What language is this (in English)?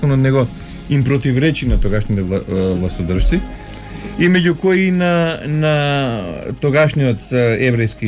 Macedonian